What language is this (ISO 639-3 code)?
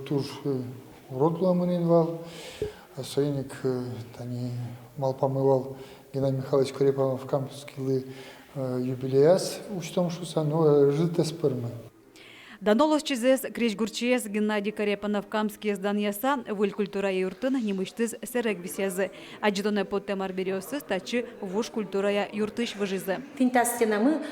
udm